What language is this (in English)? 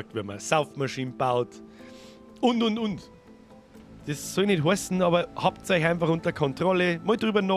Bavarian